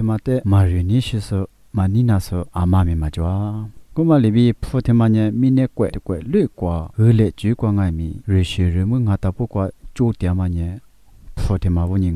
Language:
Lisu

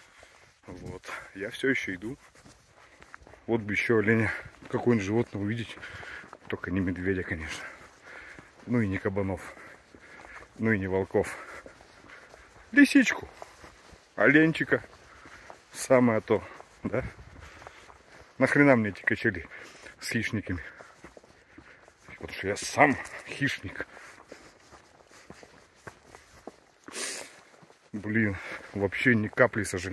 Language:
Russian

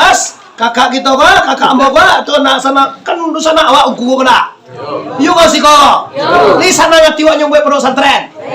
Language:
Minangkabau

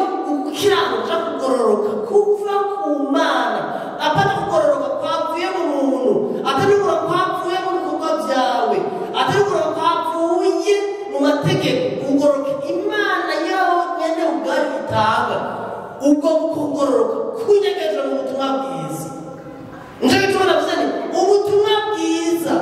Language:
Rundi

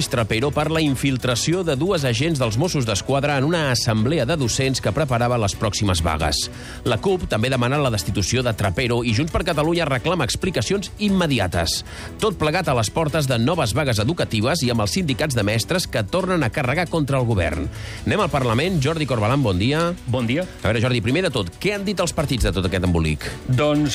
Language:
Catalan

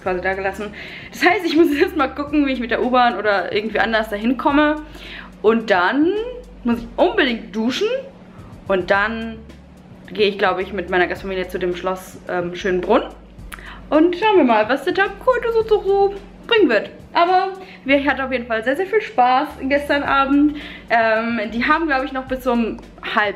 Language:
German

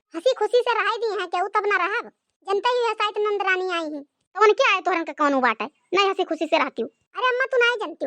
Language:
Awadhi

